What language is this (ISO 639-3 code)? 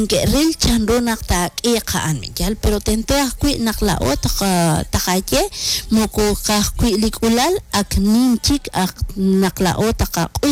kek